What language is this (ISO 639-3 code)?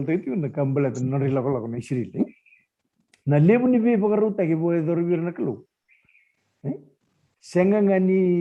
fij